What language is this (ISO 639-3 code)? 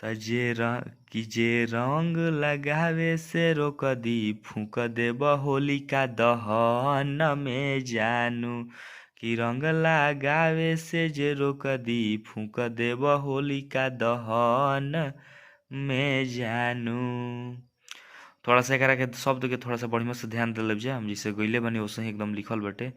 bho